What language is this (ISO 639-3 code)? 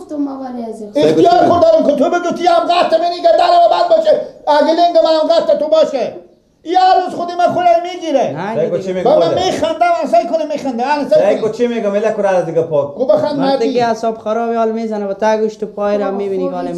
fas